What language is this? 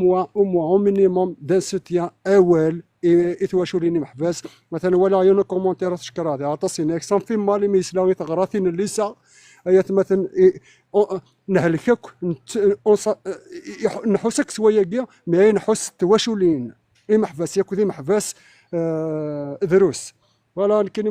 Kabyle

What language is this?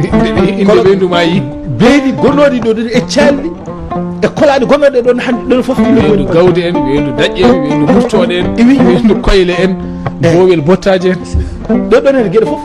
Fula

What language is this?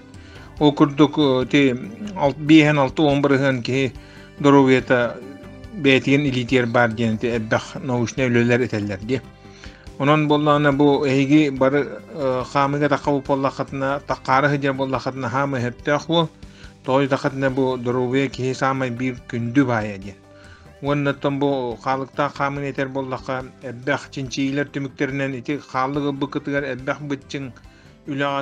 Yakut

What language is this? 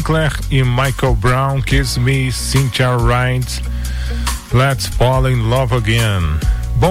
Portuguese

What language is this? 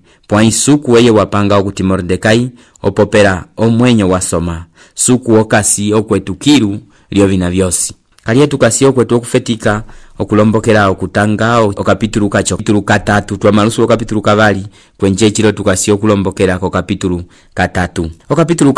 Umbundu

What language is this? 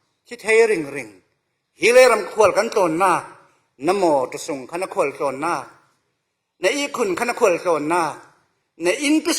Falam Chin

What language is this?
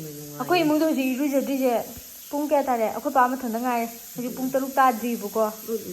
Manipuri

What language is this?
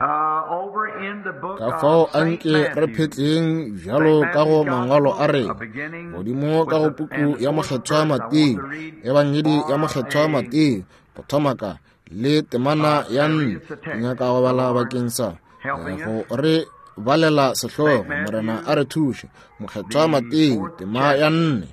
Northern Sotho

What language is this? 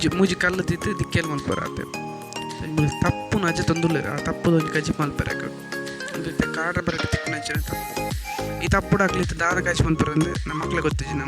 Tulu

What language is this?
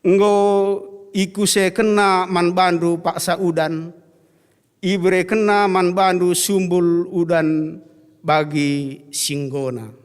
Batak Karo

